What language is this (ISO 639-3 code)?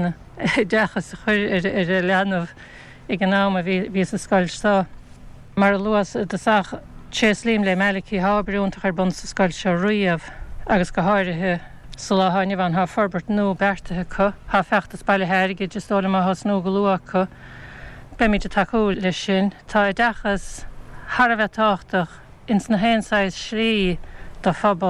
gle